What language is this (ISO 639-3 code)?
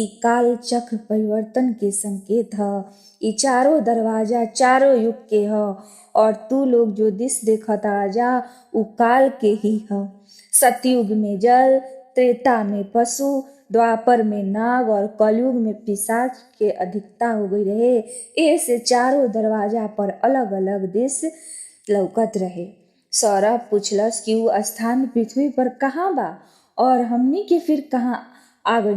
bho